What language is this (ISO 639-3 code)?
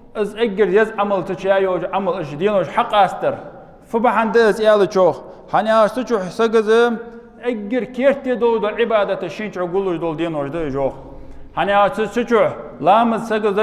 inh